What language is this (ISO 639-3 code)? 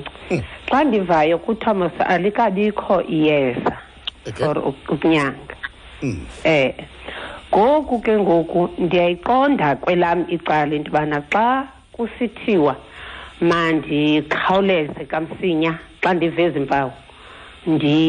xho